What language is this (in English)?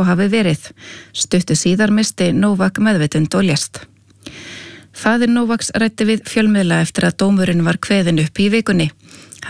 Icelandic